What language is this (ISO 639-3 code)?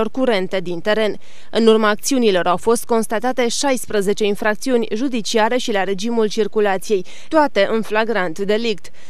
ron